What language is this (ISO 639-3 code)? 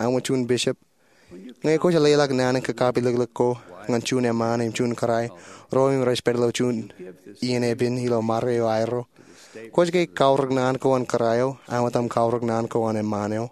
mah